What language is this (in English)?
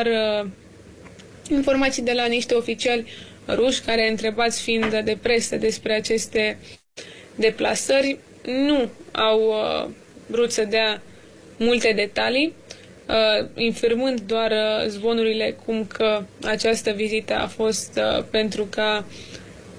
Romanian